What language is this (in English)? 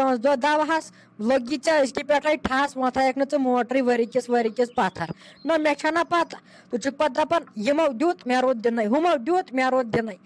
Kashmiri